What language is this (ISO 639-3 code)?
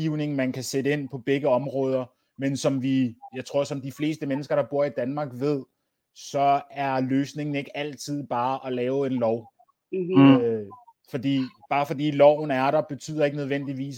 dan